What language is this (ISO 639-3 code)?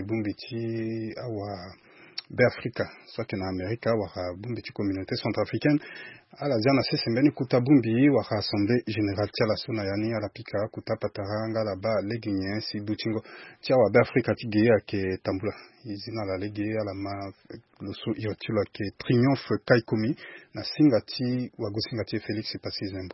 sag